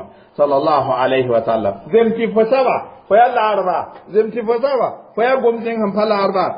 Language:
Mossi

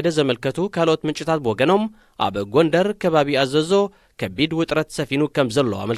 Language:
Tigrinya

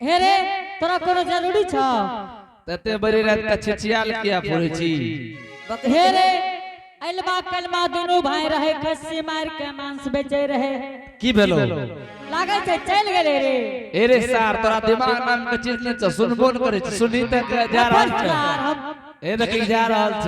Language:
Angika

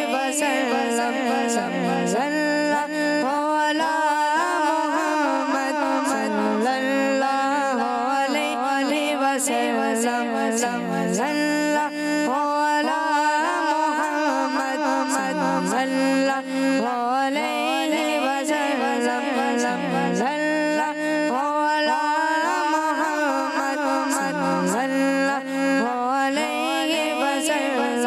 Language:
Hindi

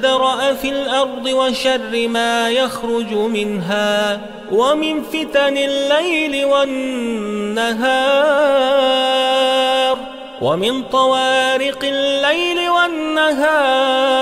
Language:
Arabic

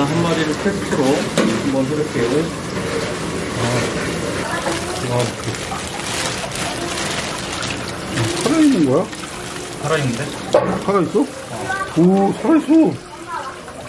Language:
Korean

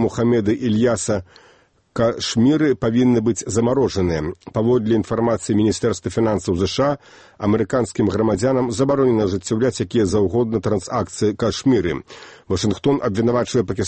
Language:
Belarusian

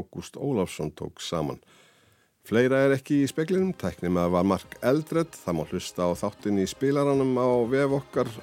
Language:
Icelandic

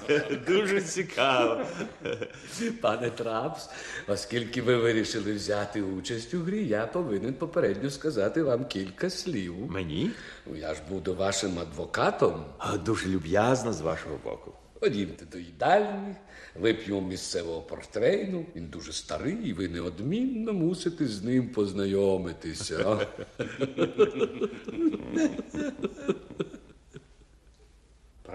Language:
Ukrainian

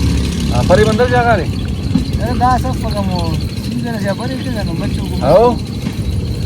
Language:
Brahui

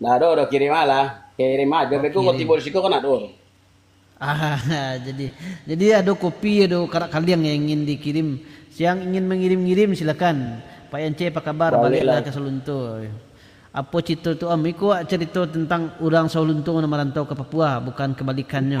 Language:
Minangkabau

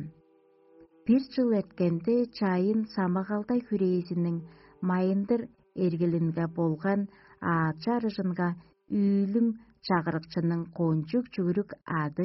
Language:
Tuvinian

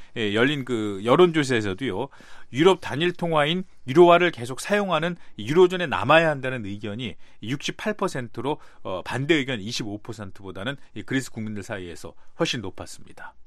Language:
Korean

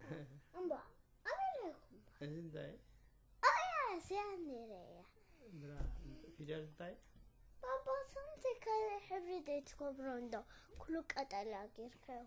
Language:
Tigrinya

